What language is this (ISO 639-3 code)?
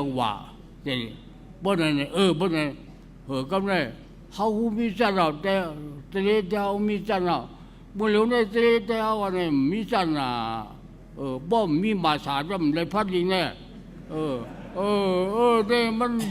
shn